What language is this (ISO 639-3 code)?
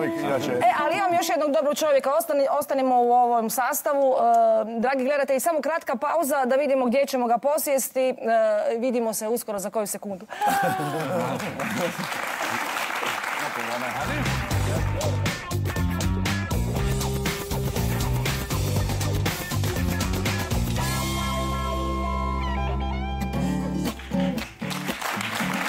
hrv